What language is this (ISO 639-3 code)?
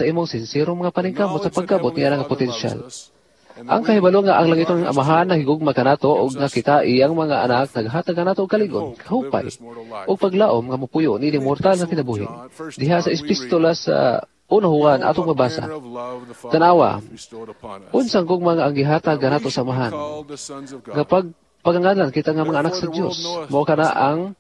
ceb